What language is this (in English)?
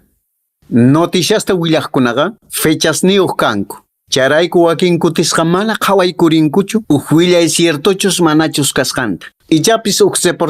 Quechua